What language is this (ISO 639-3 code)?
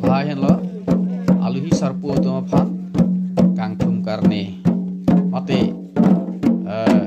mjw